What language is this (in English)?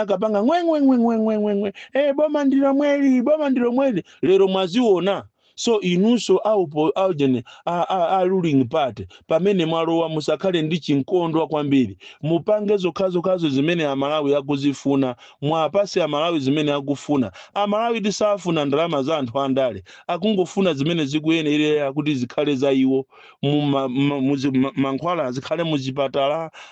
Nyanja